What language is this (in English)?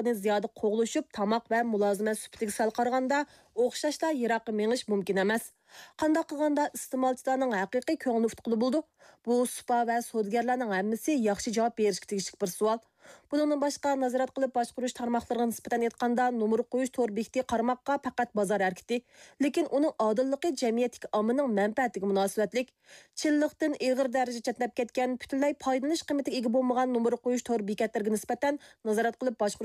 Uyghur